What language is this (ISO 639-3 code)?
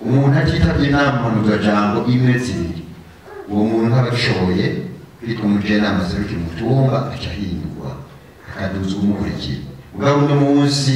run